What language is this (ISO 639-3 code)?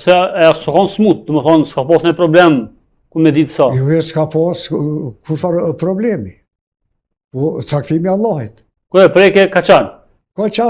sqi